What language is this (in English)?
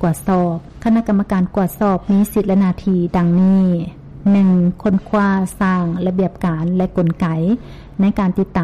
Lao